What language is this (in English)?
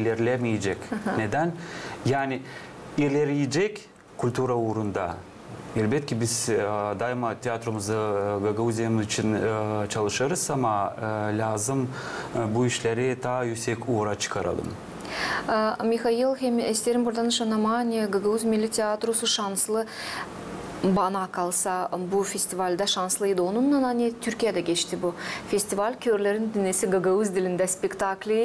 Gagauz